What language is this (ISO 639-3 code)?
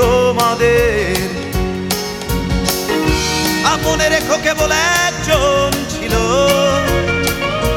ben